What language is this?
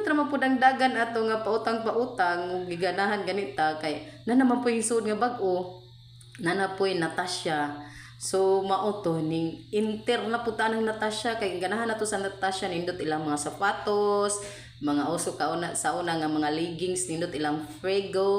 Cebuano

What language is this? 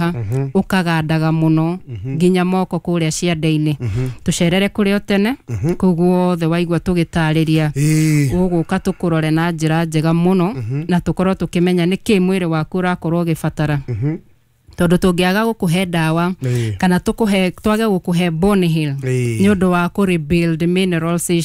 Kikuyu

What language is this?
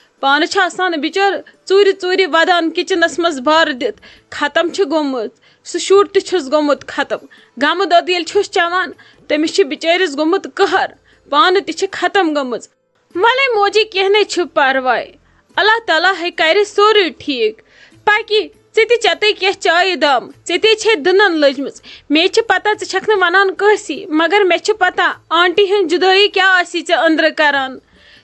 Kashmiri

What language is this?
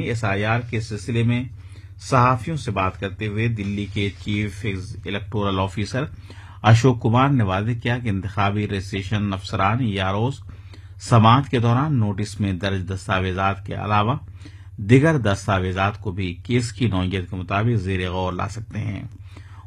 Urdu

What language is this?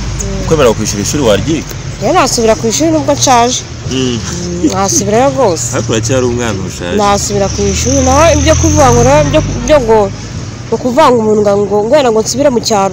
Kinyarwanda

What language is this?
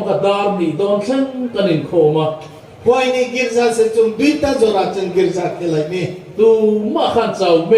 Riang (India)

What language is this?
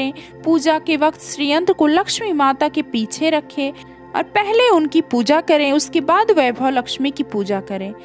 Hindi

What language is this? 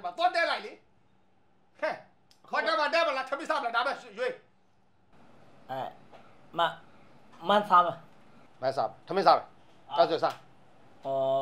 Burmese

